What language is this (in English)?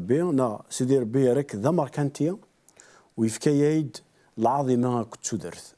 Kabyle